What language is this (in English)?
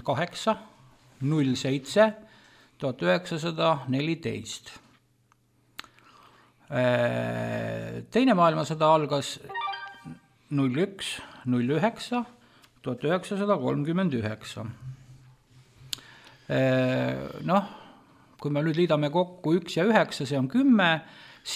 Estonian